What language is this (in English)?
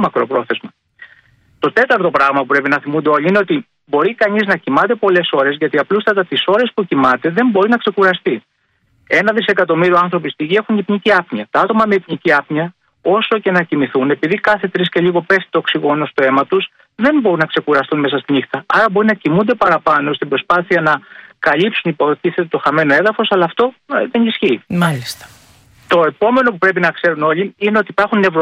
Greek